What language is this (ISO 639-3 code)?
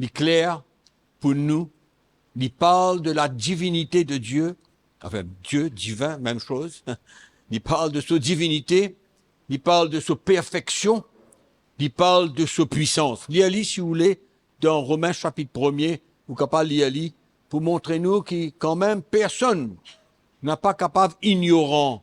mfe